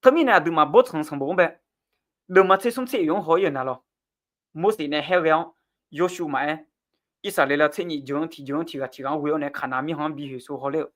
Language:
Akha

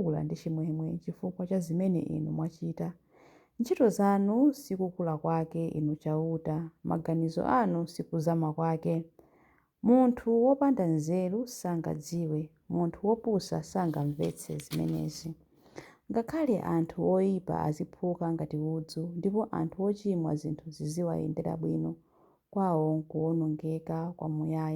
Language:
Nyanja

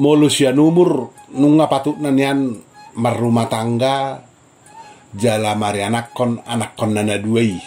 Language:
Batak Toba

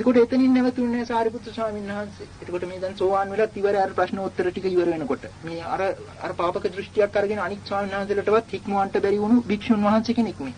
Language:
Sinhala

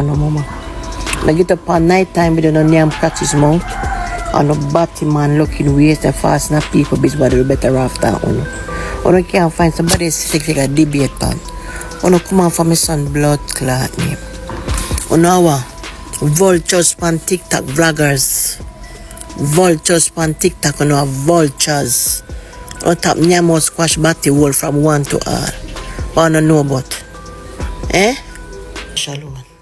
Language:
Jamaican Creole English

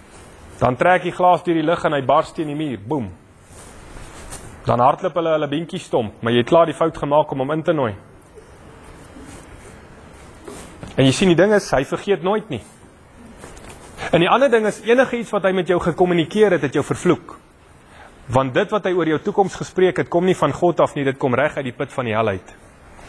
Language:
Afrikaans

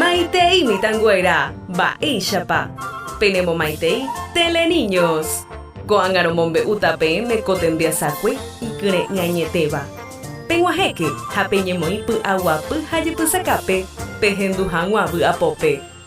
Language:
Guarani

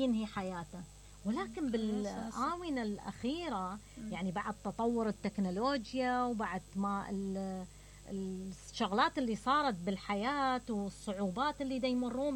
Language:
Mesopotamian Arabic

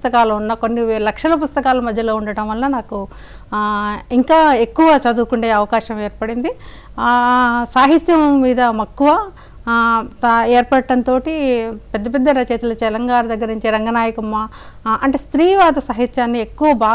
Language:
Telugu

